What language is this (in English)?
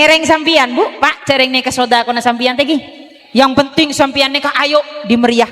Madurese